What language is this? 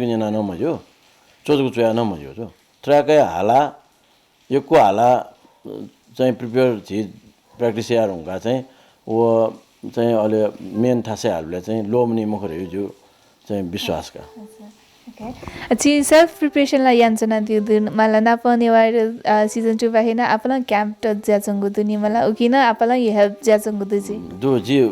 Newari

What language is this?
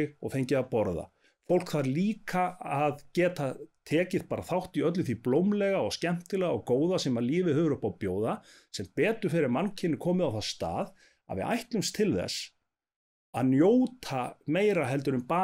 Icelandic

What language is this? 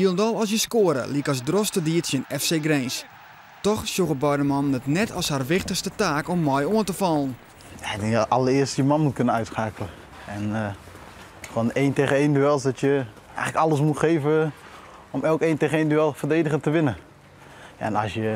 Western Frisian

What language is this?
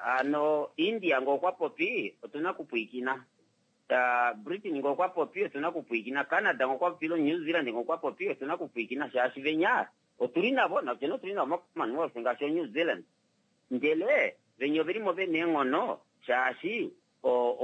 Kuanyama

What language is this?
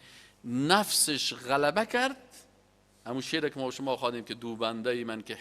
Persian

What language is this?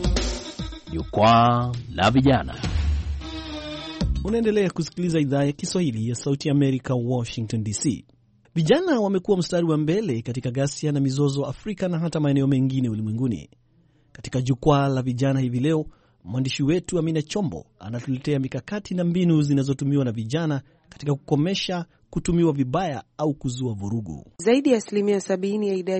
Swahili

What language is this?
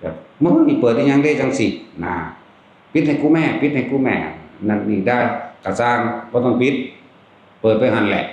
Northeastern Thai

